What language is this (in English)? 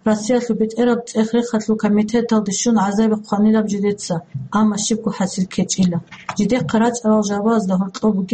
Avaric